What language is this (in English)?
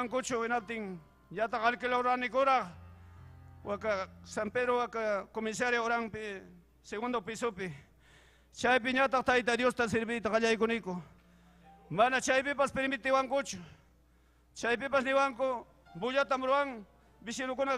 Ayacucho Quechua